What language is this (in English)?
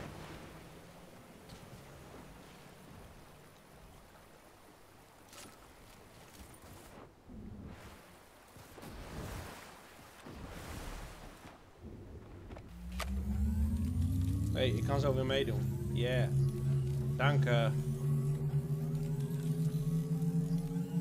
Dutch